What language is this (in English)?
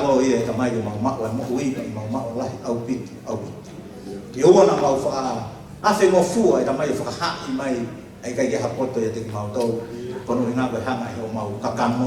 Tongan